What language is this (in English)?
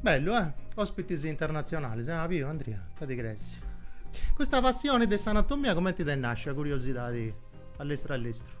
Sardinian